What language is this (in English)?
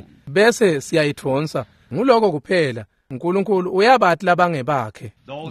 Swati